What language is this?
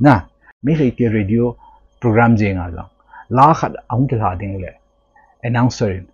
Thado Chin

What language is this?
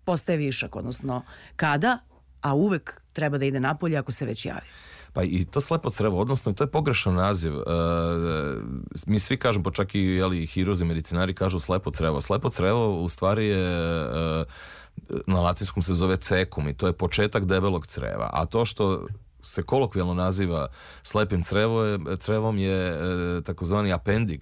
Serbian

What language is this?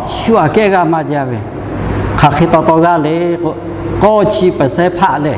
Lahu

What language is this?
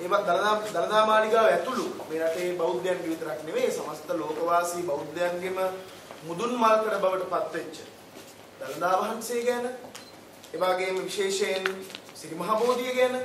Sinhala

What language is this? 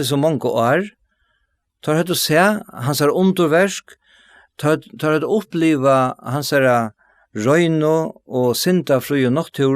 Faroese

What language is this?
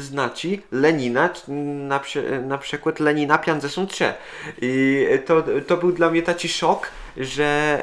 Kashubian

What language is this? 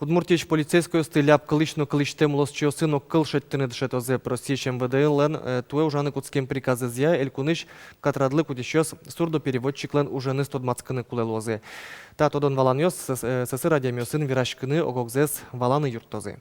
Udmurt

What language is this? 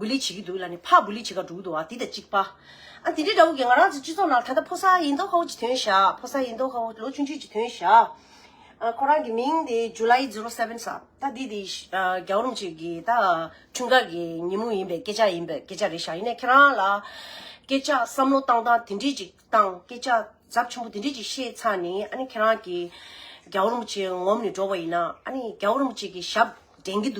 Tibetan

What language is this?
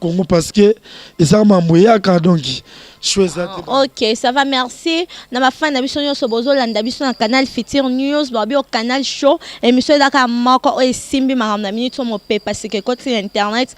Lingala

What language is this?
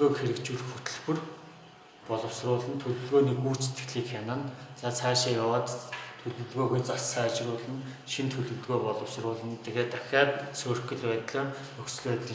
Mongolian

